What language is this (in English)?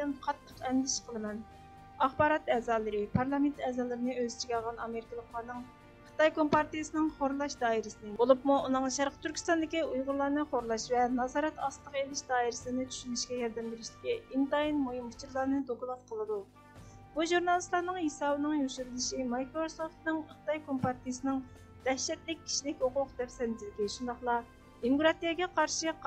Uyghur